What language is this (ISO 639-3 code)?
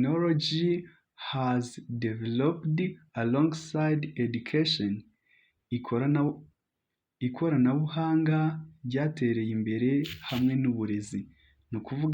kin